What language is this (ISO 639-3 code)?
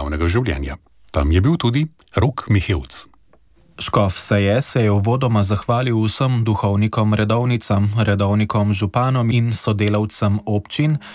slv